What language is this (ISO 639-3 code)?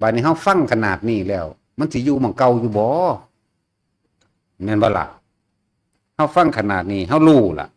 tts